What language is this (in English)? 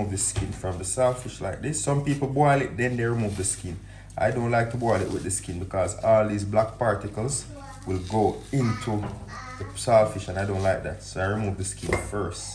Jamaican Creole English